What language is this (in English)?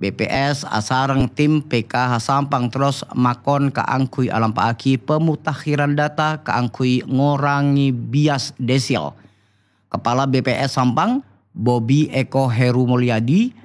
Madurese